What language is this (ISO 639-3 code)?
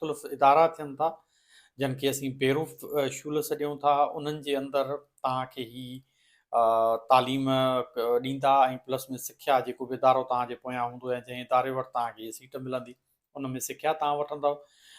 snd